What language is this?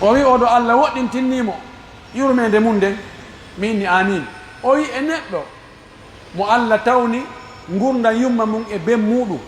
Pular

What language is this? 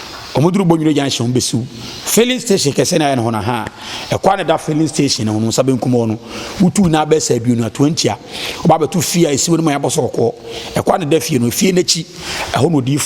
Akan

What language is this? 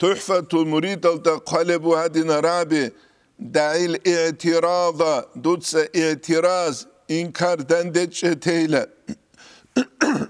Avaric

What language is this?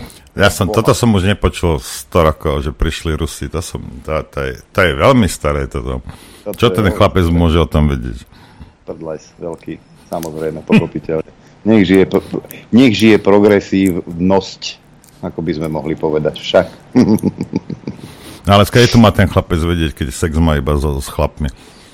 Slovak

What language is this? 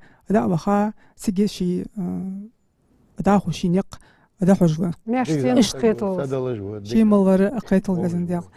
Ingush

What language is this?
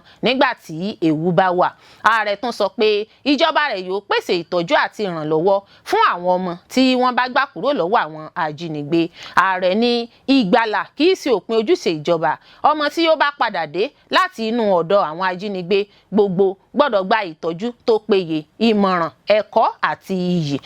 Yoruba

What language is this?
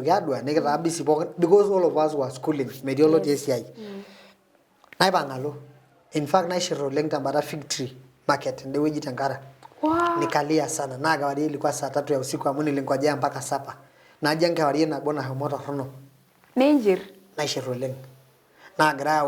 Masai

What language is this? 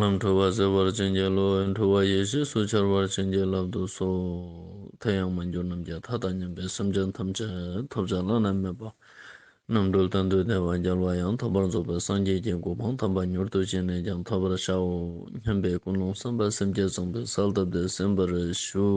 Ladakhi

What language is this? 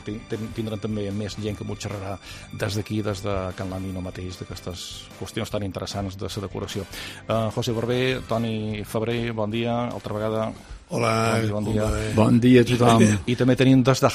Catalan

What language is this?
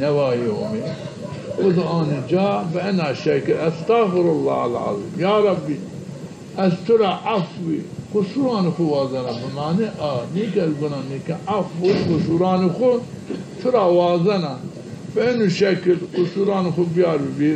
Zaza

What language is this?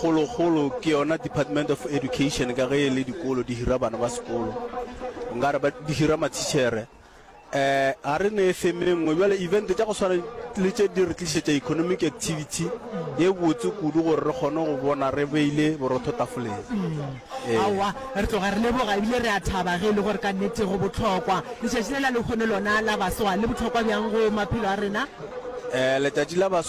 Northern Sotho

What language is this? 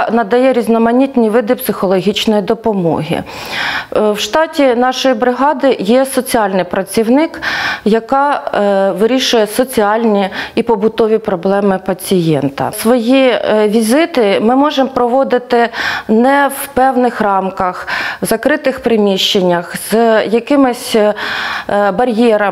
Ukrainian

